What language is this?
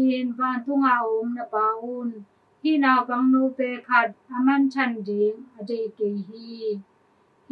Tedim Chin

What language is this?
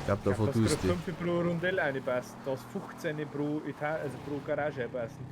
Bavarian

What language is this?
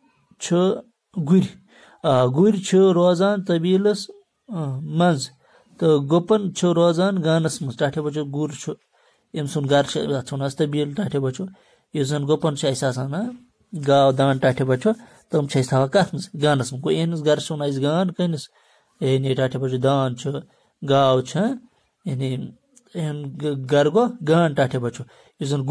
Kashmiri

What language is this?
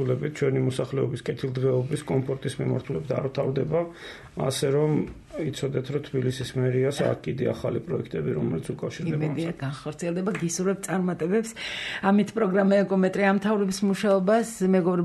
Georgian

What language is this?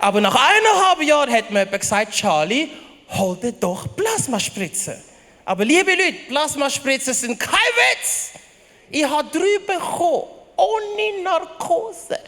Swiss German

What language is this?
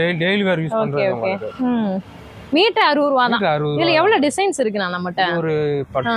Tamil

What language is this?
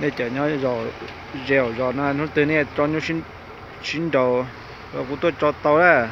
Hmong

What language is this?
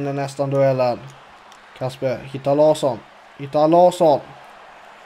Swedish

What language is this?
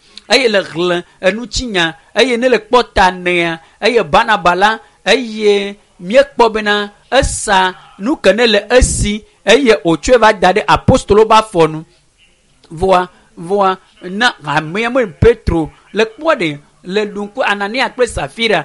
Ewe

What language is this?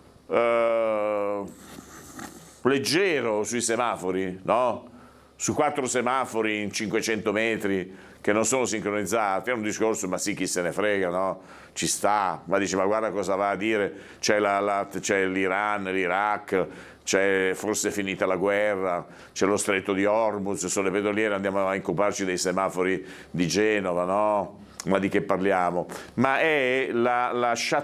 Italian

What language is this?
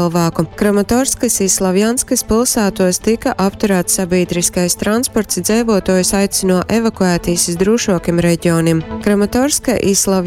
Latgalian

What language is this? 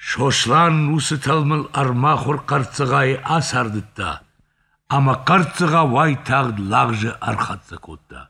Ossetic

